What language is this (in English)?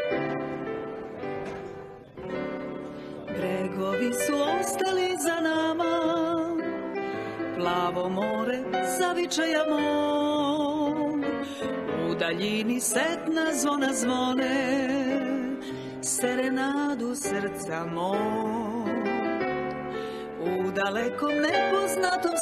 Serbian